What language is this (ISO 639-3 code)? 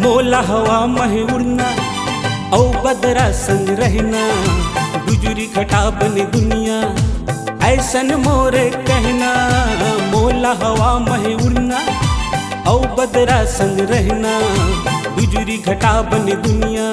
hne